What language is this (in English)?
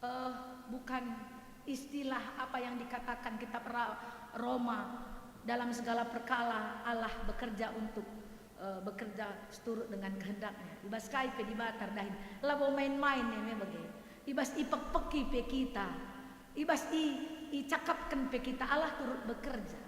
Batak Karo